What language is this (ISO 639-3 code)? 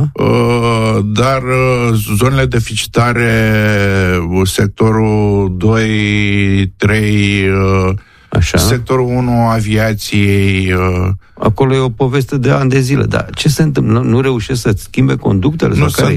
ron